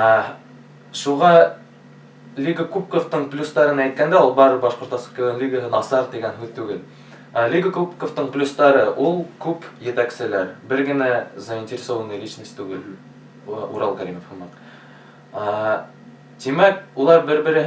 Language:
Bashkir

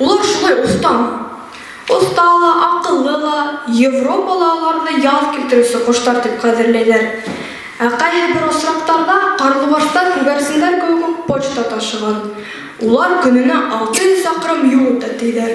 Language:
Bashkir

